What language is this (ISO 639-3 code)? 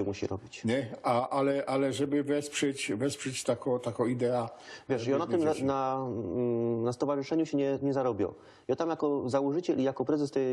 szl